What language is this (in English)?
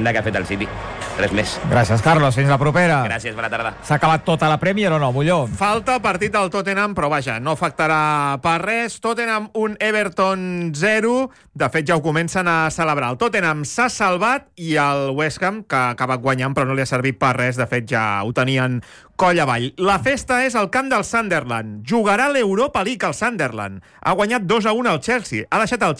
Catalan